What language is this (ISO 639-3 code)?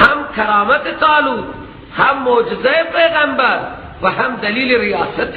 fas